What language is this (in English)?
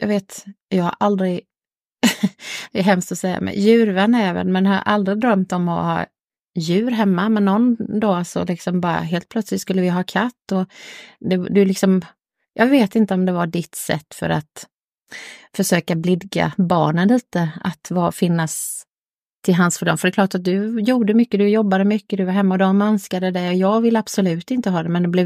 Swedish